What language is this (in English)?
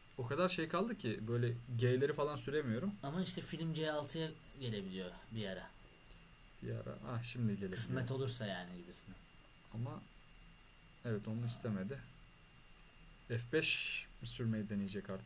Turkish